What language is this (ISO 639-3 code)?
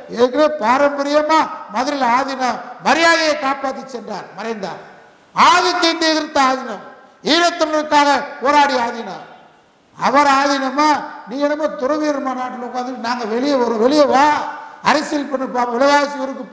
tam